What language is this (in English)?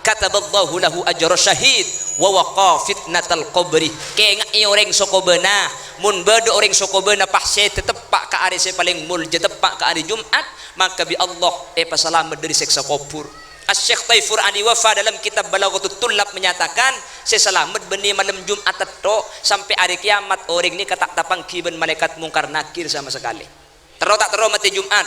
Madurese